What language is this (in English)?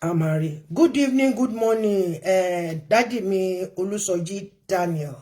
Yoruba